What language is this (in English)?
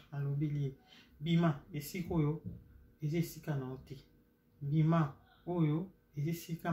Lingala